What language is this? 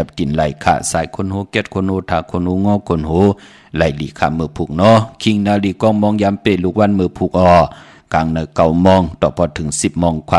Shan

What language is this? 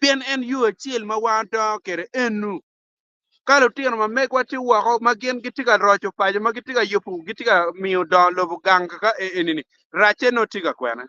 Acoli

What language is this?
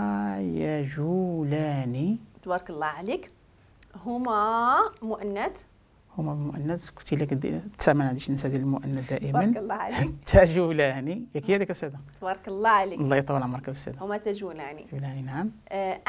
Moroccan Arabic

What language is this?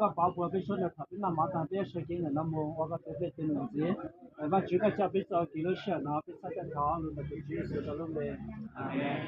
Hmong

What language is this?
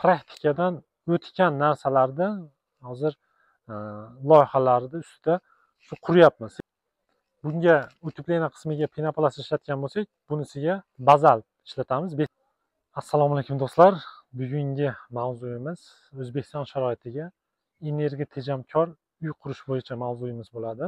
Uzbek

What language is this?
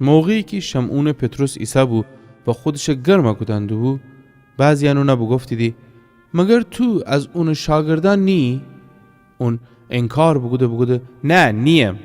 Gilaki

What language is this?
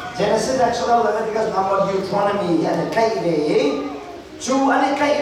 Hakha Chin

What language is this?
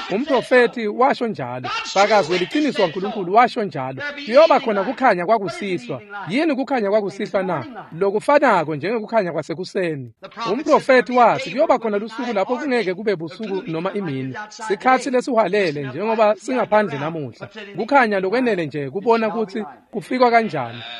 Swati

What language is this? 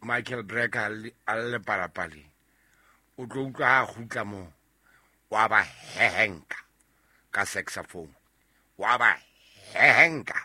Southern Sotho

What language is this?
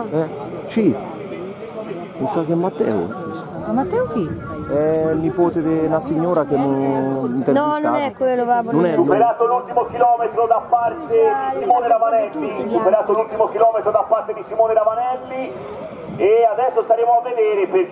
Italian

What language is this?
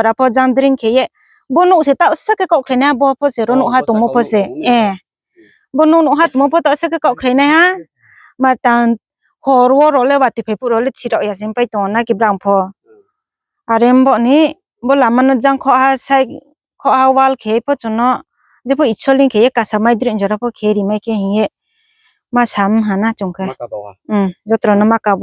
Riang (India)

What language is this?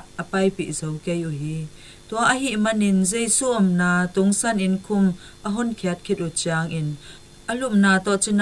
Tedim Chin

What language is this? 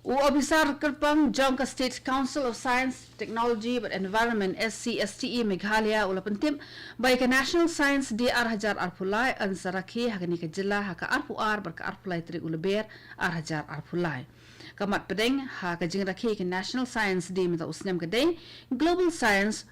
Khasi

